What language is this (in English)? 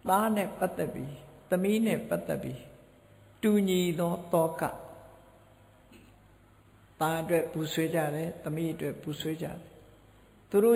Burmese